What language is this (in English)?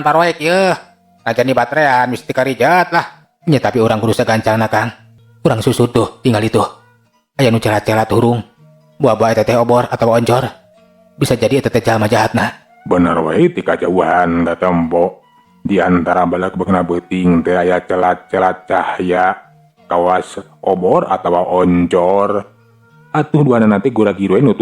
Sundanese